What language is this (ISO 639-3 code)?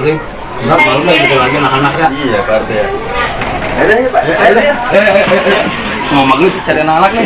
bew